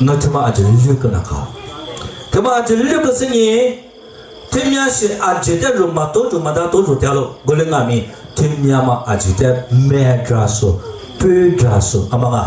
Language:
Lisu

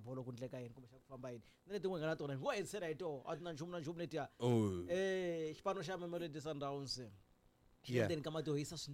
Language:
Tsonga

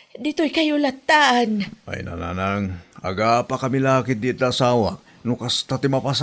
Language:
Iloko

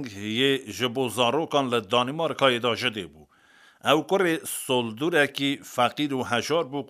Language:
Kurdish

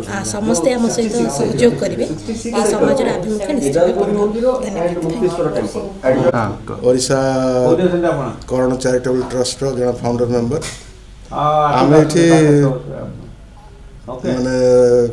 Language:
Odia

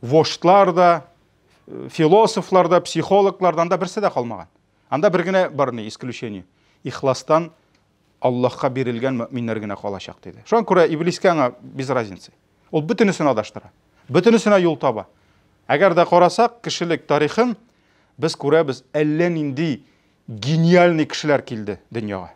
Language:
Tatar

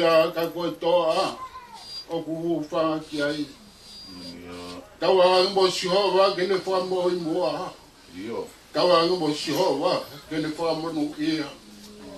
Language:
Tongan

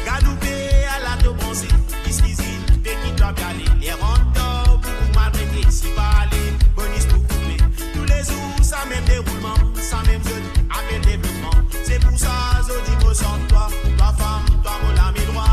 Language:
Morisyen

